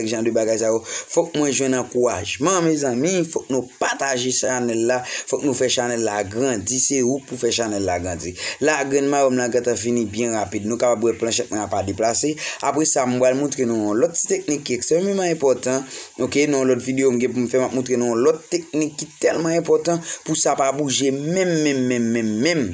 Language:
Haitian Creole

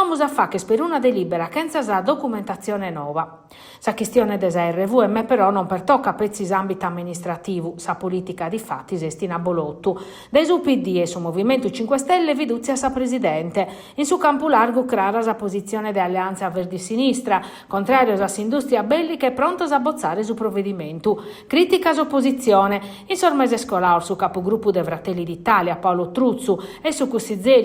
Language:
Sardinian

